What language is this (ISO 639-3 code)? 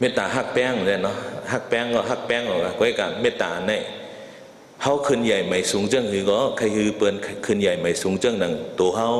shn